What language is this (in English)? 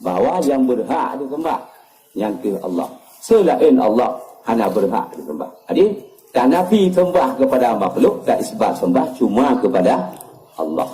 Achinese